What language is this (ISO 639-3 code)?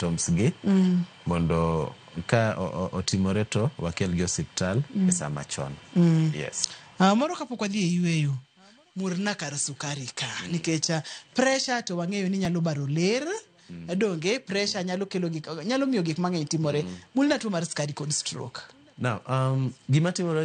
luo